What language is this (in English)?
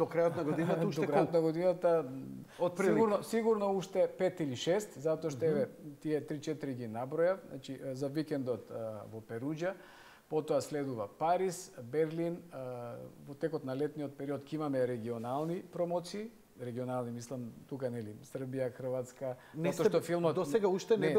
Macedonian